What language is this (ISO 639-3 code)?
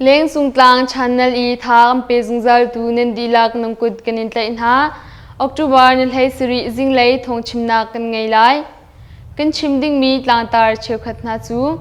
cnh